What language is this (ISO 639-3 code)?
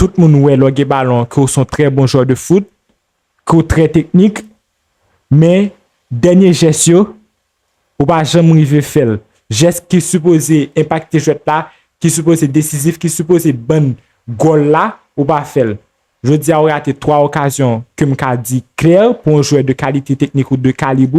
hat